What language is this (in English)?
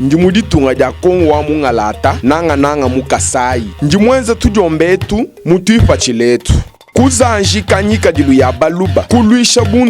Luba-Lulua